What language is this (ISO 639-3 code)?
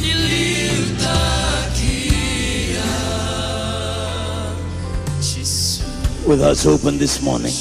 fij